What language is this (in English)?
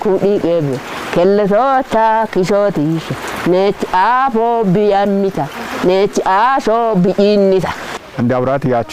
Kafa